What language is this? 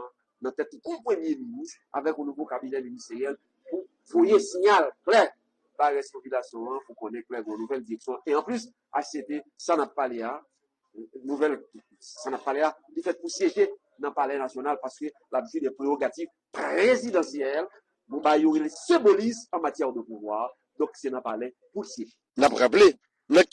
Haitian Creole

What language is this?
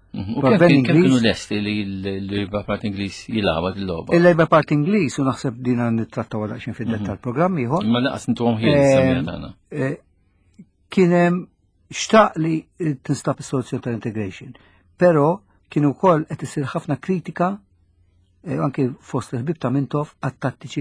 Maltese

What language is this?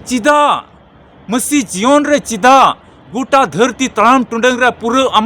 Santali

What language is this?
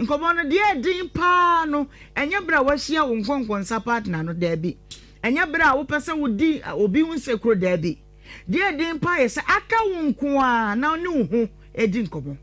Akan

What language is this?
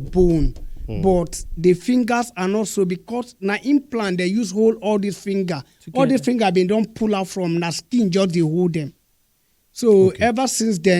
Nigerian Pidgin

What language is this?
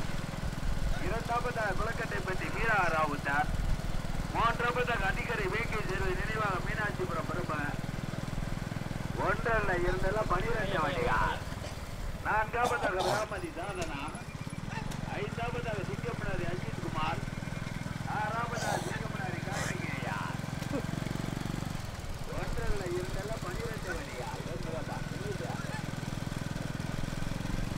Tamil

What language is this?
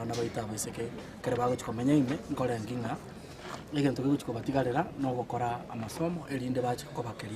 Gusii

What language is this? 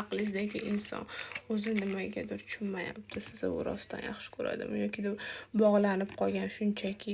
Uzbek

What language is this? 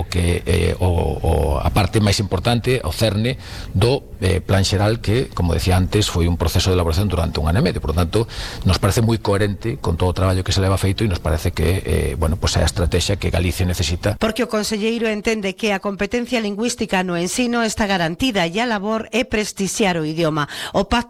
Galician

